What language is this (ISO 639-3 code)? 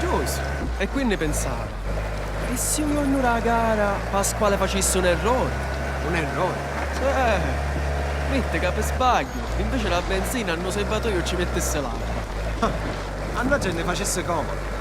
scn